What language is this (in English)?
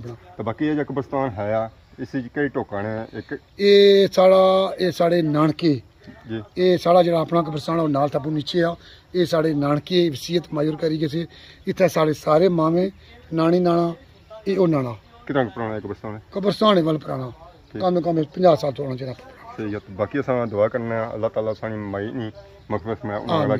Pahari-Potwari